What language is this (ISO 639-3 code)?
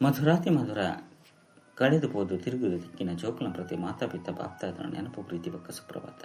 tcy